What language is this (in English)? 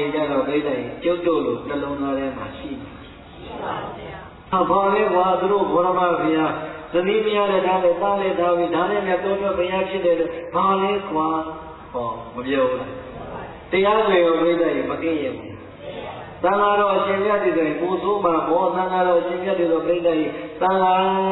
Burmese